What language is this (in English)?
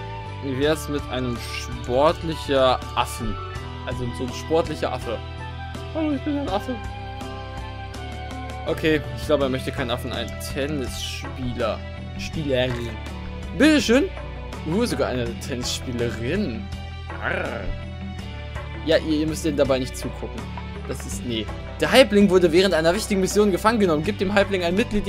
German